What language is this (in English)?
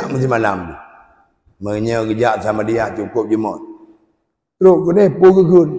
Achinese